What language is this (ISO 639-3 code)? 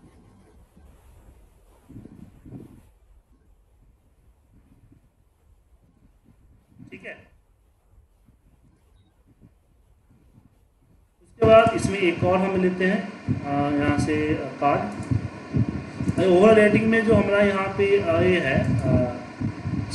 hin